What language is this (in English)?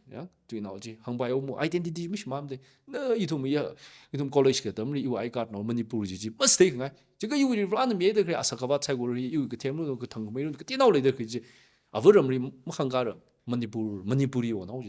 Tangkhul Naga (India)